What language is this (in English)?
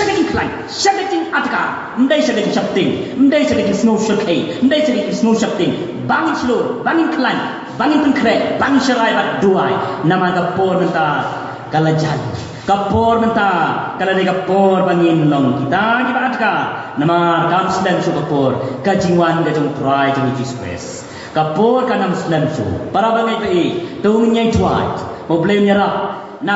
Khasi